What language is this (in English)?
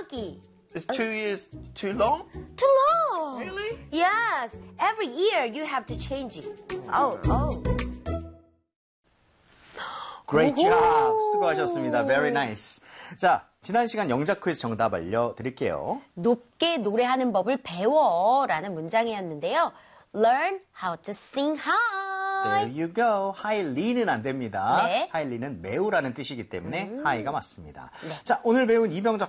Korean